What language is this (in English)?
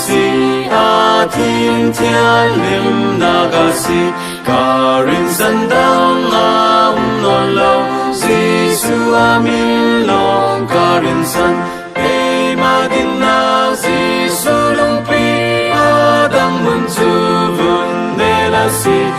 Falam Chin